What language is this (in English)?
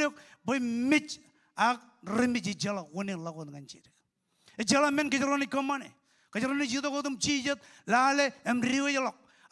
Marshallese